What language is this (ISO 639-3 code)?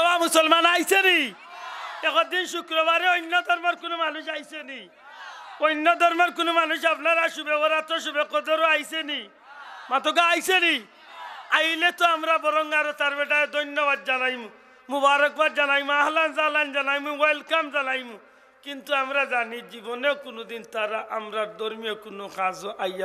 syl